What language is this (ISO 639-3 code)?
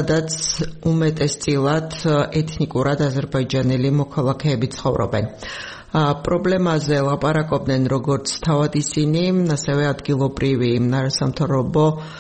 kat